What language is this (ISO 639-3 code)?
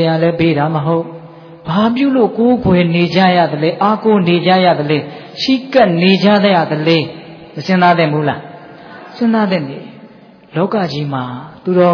mya